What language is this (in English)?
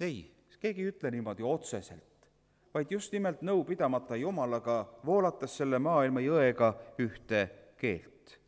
Estonian